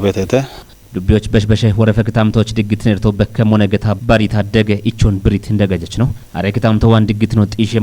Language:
Kafa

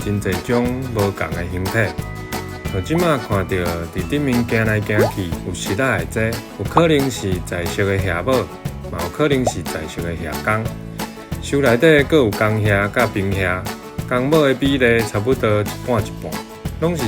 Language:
Min Nan Chinese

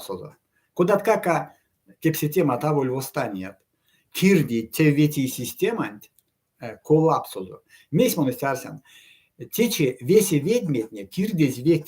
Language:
Erzya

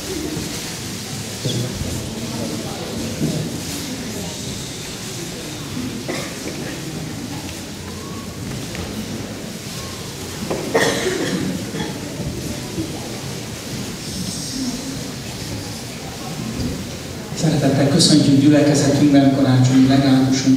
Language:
Hungarian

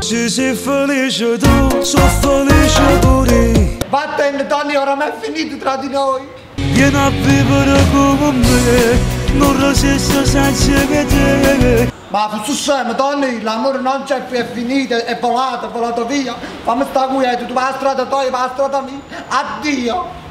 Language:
Neapolitan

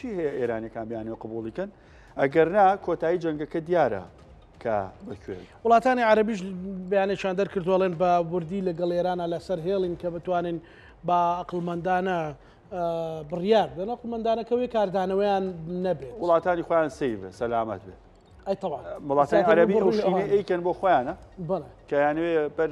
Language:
Central Kurdish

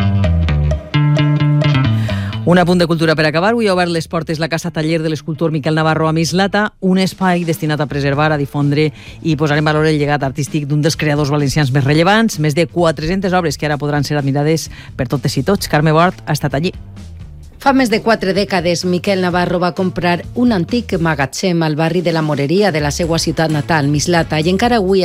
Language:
Catalan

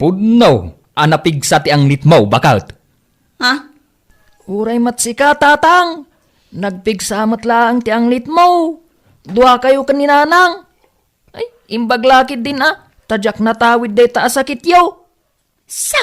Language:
Iloko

